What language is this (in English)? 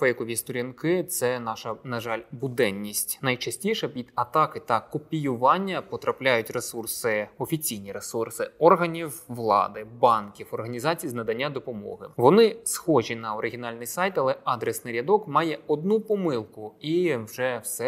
Ukrainian